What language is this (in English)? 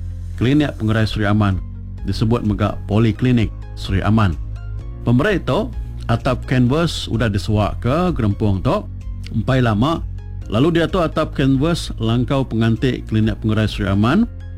Iban